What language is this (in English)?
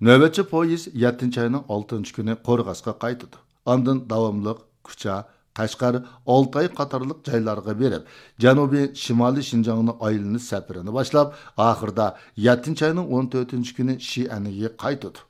Uyghur